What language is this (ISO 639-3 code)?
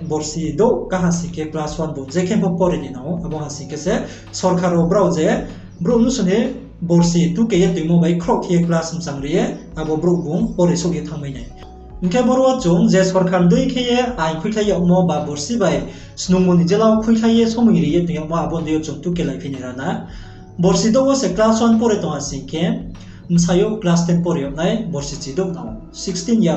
ria